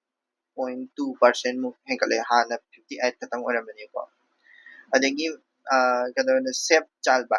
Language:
Manipuri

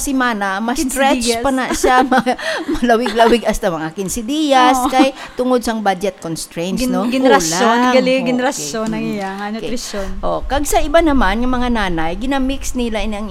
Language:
Hiligaynon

